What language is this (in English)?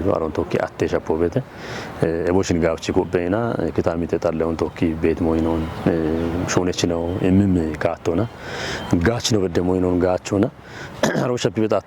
Kafa